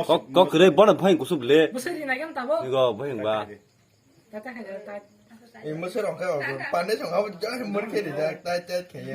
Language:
Kok Borok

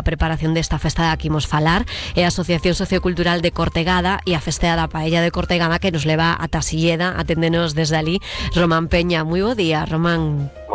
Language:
Galician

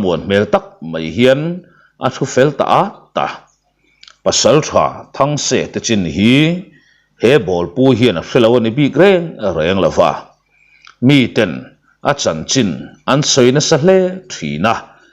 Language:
Mizo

